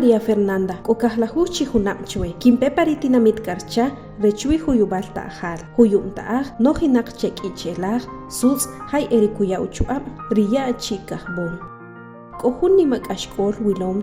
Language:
Achi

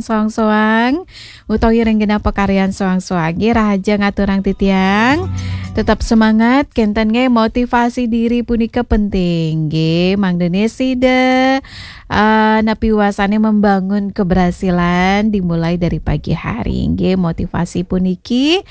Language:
Balinese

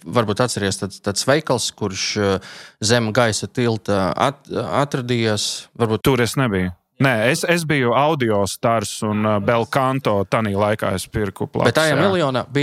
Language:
Latvian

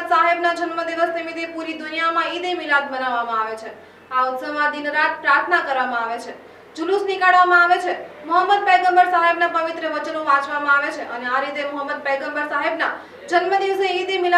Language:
Gujarati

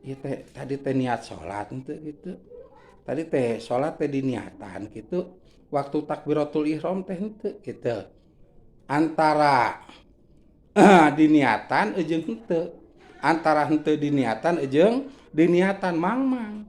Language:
Sundanese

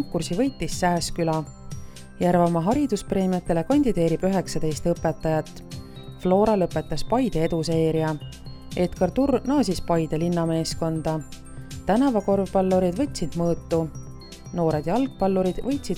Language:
Estonian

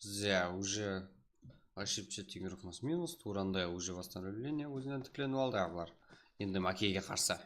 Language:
Kara-Kalpak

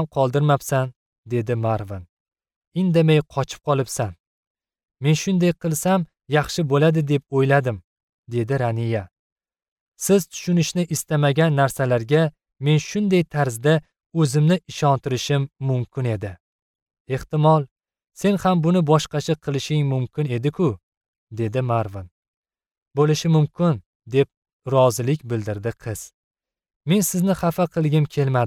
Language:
Uzbek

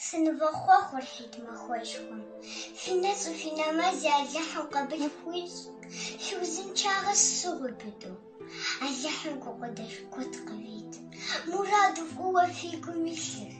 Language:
Kabardian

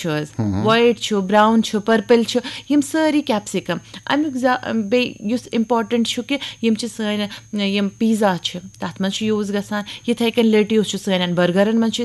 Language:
Kashmiri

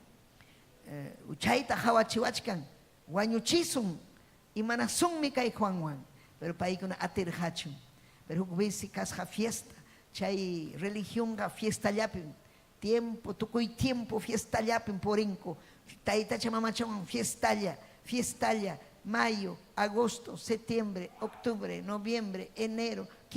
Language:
Ayacucho Quechua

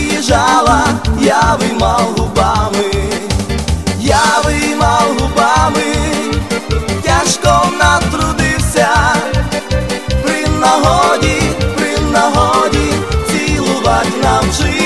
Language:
Ukrainian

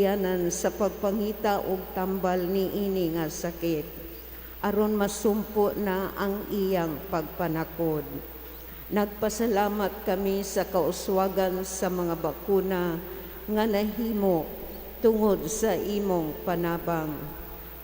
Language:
Cebuano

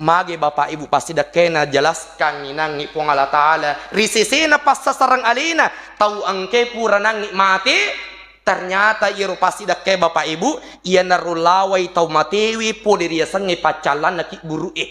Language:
Buginese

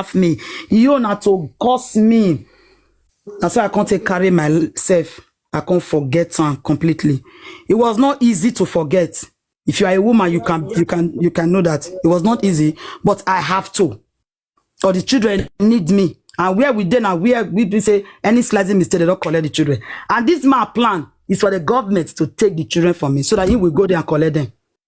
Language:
Nigerian Pidgin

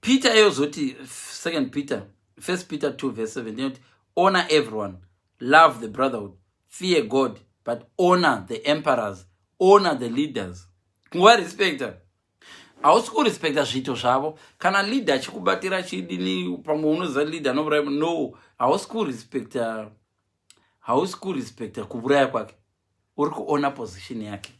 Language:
Shona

